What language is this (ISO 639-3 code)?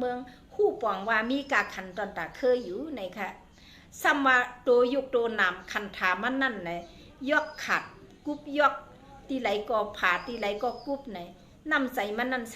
shn